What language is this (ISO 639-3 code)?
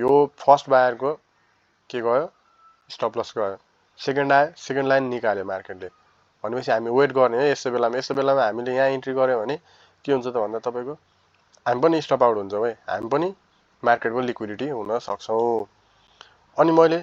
nep